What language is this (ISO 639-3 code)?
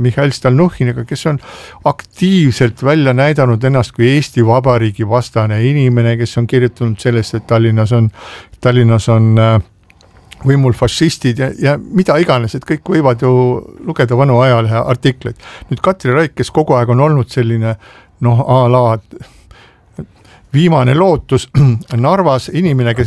est